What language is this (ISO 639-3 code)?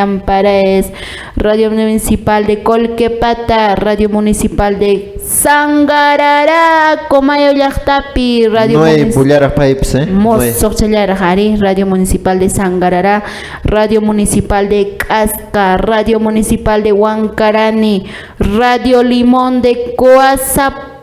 que